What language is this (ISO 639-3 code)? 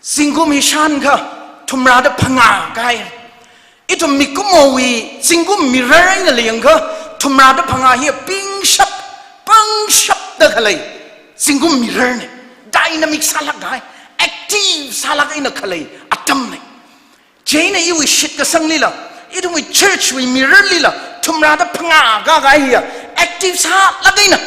nmf